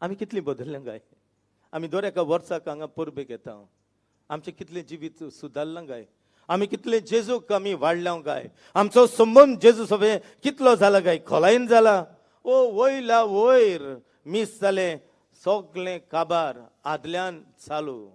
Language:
Konkani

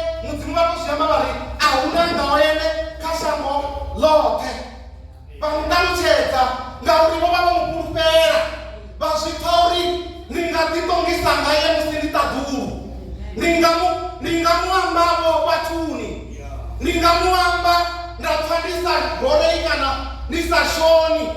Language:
Venda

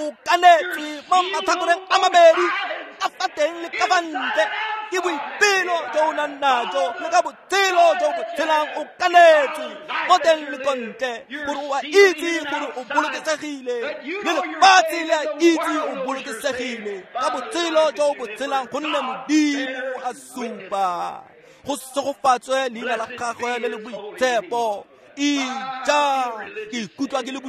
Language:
Tswana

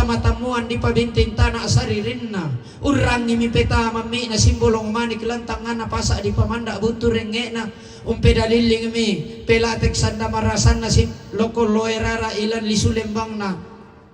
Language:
Toraja-Sa'dan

